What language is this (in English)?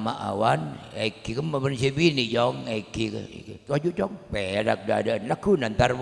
Madurese